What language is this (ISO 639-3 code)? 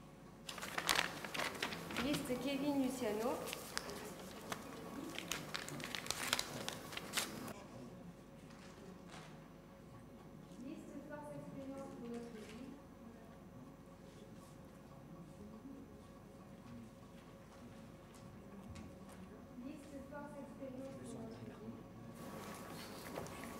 fra